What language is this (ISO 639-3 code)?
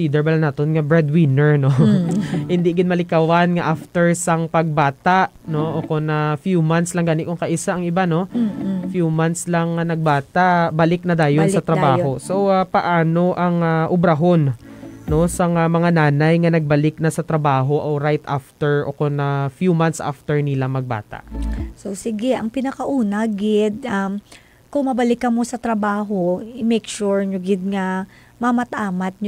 hil